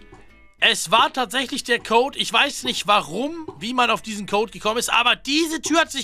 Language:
German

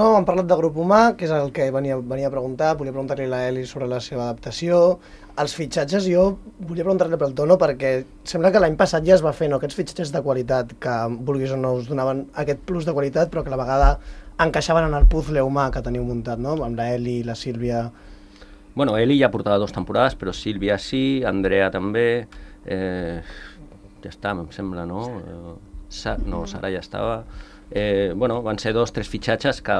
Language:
Catalan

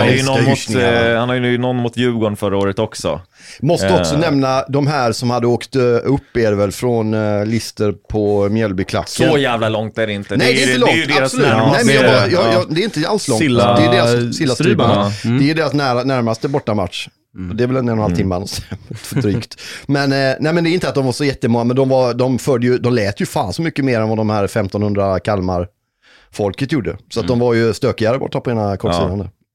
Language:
Swedish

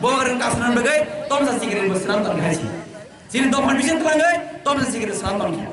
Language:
Kok Borok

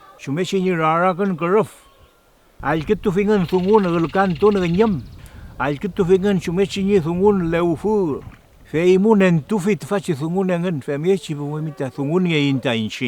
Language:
Mapuche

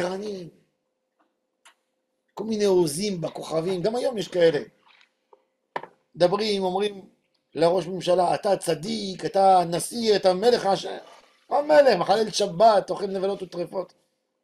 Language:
Hebrew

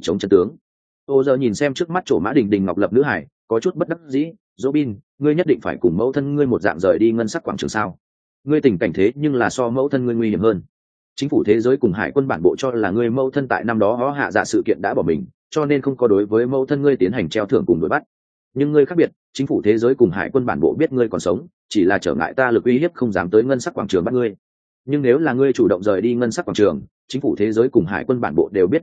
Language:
Vietnamese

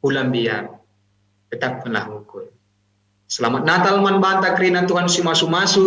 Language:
Batak Karo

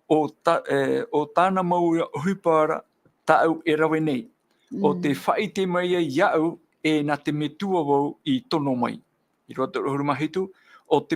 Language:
Tahitian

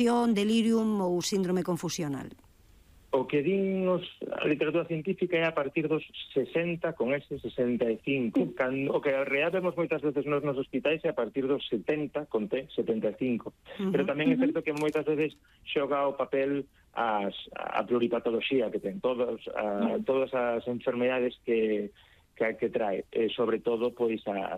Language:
Galician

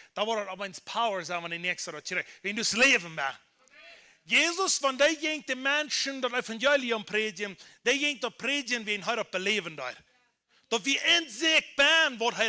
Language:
Plautdietsch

